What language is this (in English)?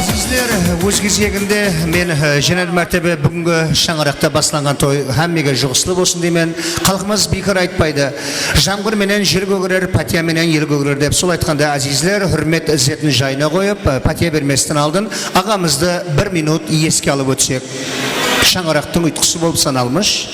Kara-Kalpak